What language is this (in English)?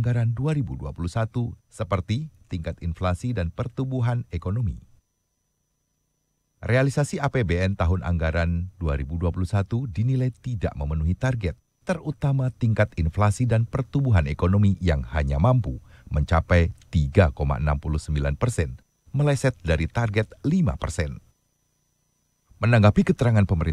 Indonesian